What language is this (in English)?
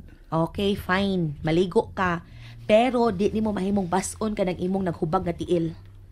Cebuano